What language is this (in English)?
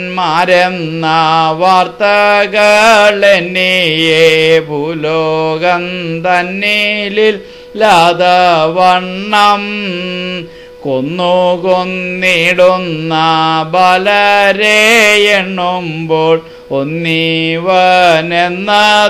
Malayalam